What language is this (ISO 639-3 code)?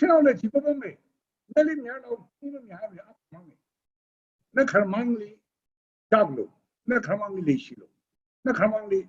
nmf